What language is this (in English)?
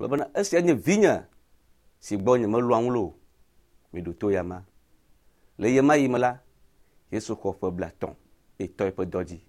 Ewe